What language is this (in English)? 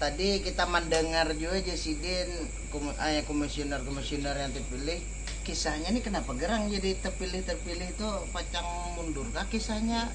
Banjar